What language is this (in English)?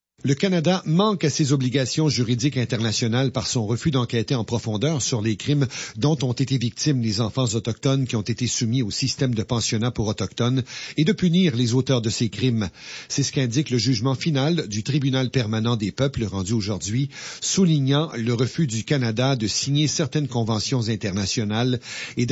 French